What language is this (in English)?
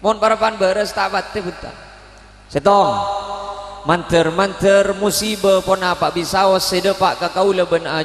Madurese